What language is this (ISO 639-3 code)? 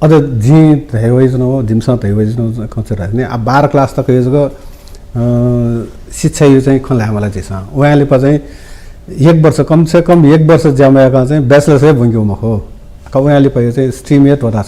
new